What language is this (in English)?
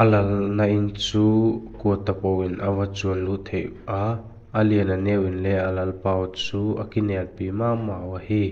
Vaiphei